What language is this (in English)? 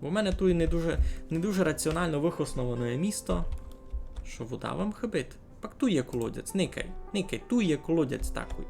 Rusyn